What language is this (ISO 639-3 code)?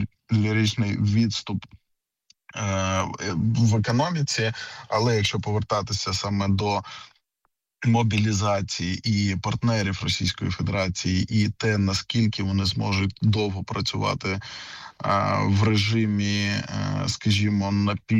ukr